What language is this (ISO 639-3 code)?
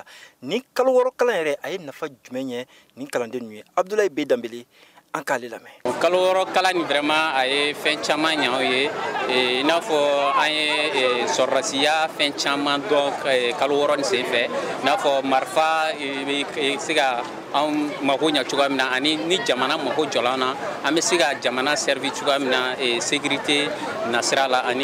bam